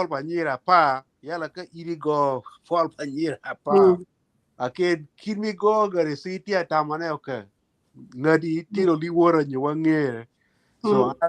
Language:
Acoli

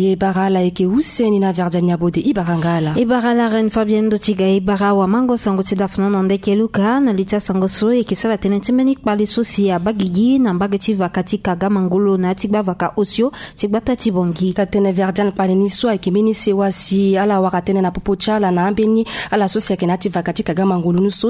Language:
Sango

